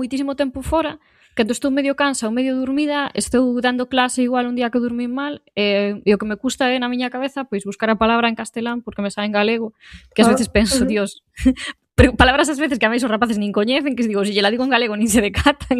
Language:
Galician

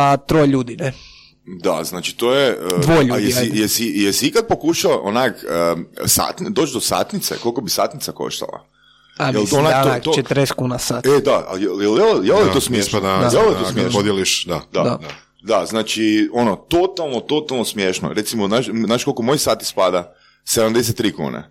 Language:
Croatian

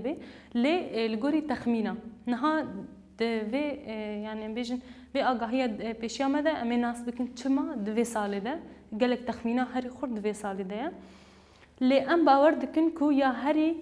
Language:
Kurdish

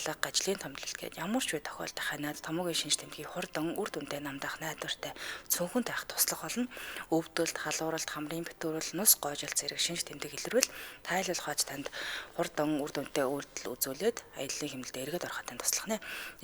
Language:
Mongolian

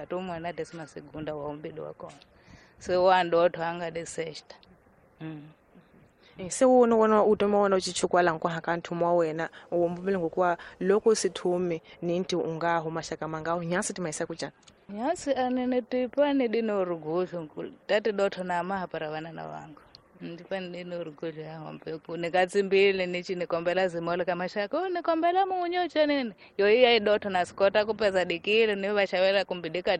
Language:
Tsonga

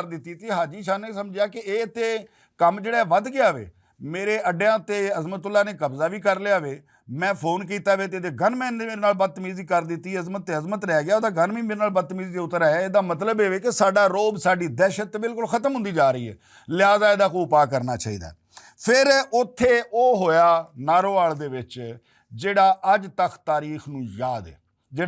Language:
Western Panjabi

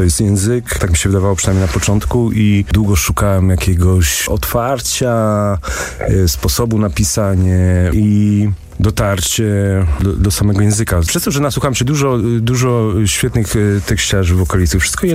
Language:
Polish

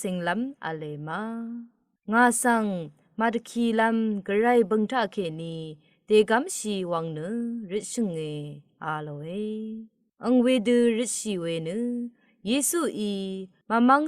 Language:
Rawang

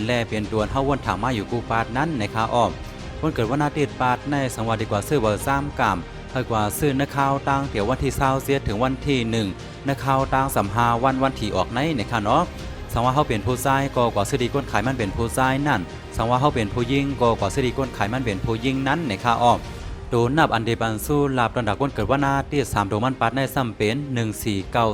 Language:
Shan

